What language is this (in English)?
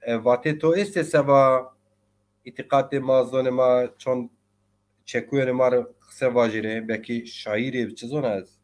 Zaza